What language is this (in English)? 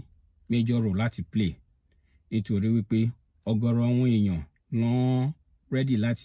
Yoruba